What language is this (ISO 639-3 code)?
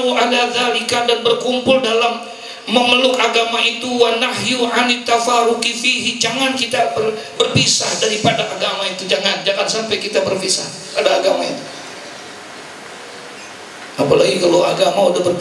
ind